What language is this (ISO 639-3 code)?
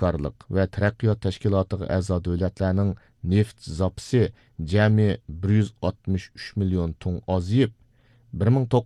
uig